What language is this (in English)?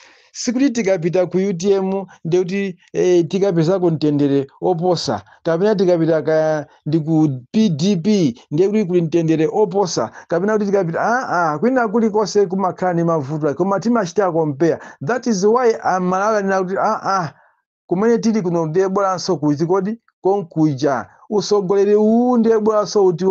Nyanja